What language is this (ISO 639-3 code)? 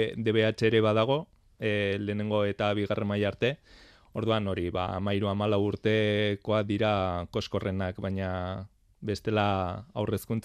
eus